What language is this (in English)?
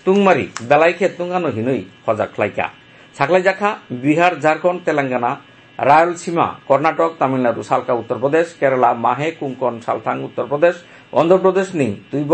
Kok Borok